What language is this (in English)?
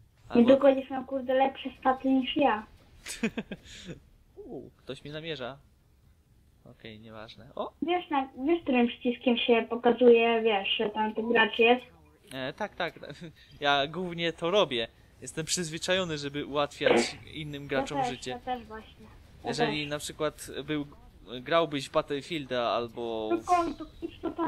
Polish